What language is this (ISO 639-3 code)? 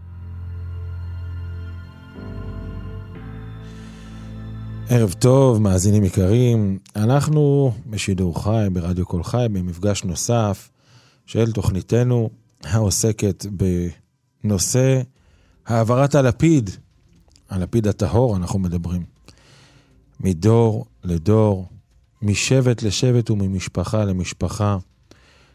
heb